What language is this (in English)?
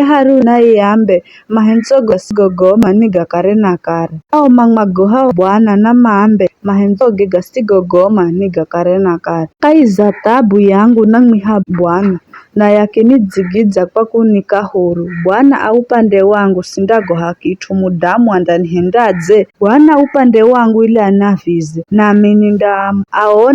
Giryama